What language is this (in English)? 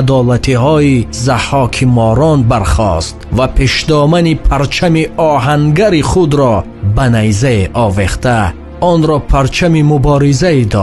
Tajik